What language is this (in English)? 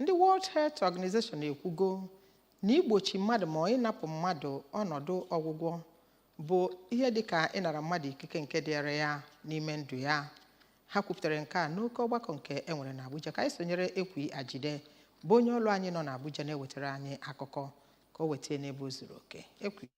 Igbo